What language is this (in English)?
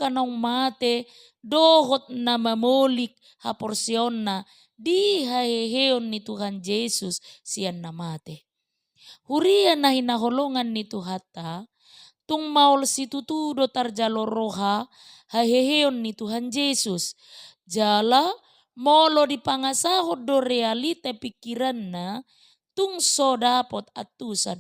Batak Toba